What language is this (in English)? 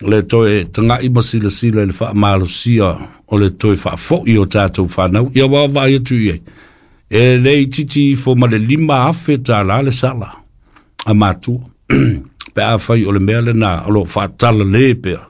Samoan